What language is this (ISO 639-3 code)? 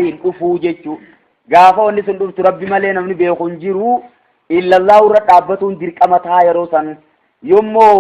orm